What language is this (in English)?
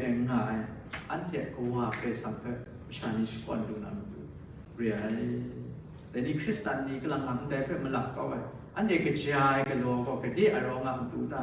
Kachin